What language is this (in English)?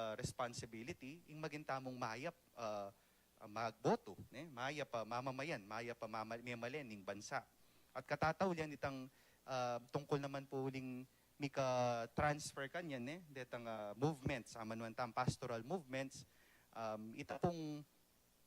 Pampanga